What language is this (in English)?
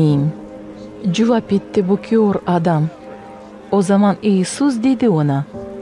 Gagauz